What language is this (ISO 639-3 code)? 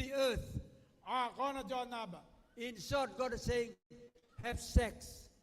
gil